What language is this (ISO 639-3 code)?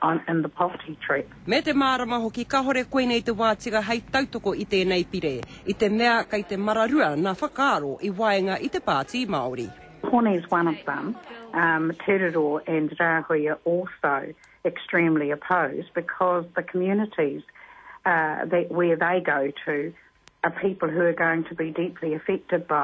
mri